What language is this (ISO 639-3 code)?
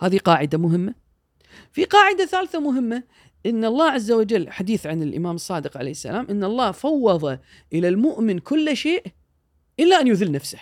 afb